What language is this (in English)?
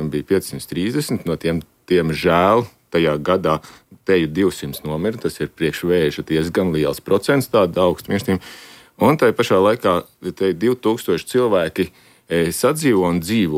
Latvian